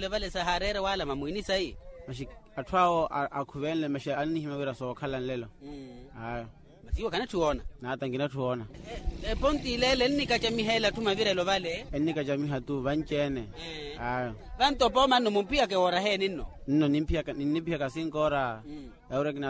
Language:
Makhuwa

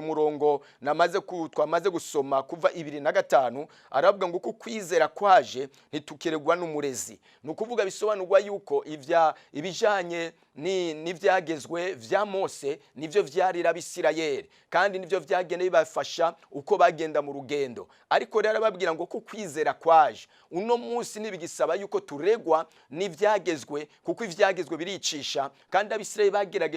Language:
Rundi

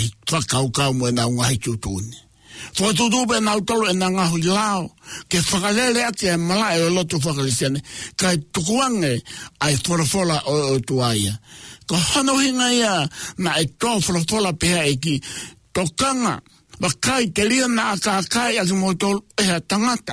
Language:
Tongan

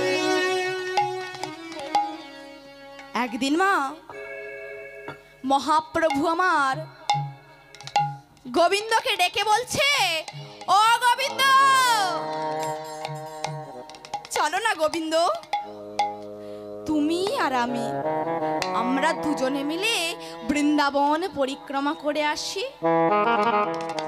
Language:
Bangla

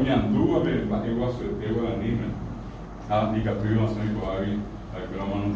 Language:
Guarani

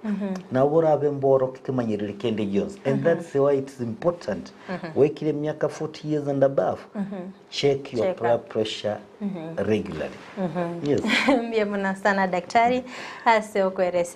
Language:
Gusii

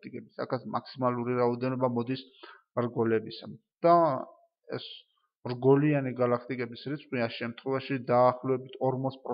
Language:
Georgian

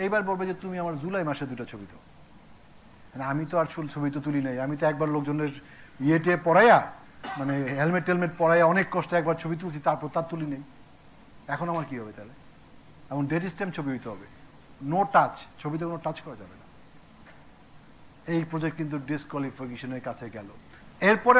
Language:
Bangla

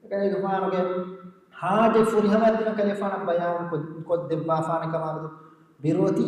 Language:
Divehi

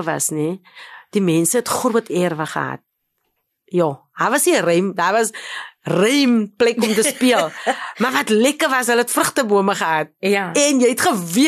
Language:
Afrikaans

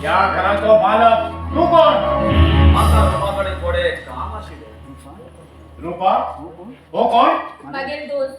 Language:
Konkani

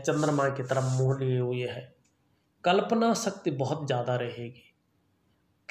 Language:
Hindi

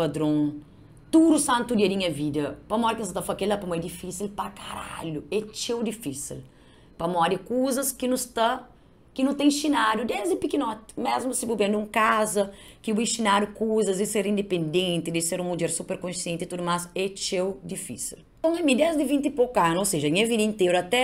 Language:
Kabuverdianu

